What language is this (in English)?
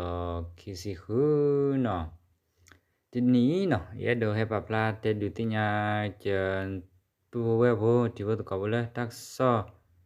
S'gaw Karen